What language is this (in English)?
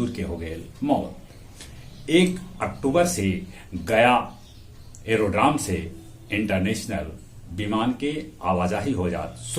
Magahi